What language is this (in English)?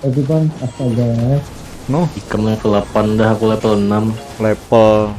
Banjar